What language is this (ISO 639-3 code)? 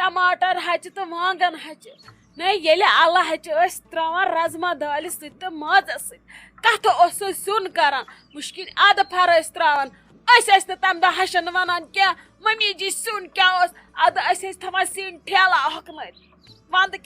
kas